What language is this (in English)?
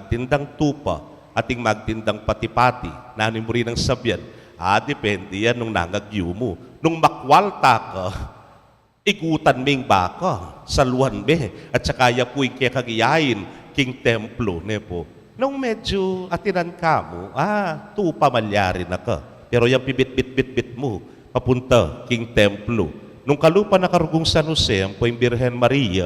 Pampanga